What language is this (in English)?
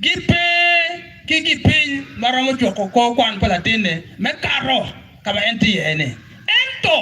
Acoli